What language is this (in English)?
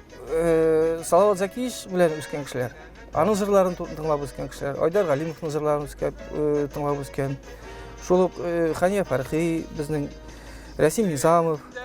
Tatar